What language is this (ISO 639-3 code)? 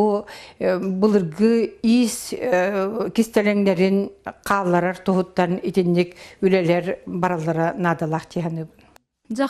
sah